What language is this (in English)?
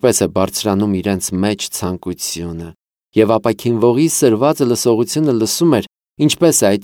Armenian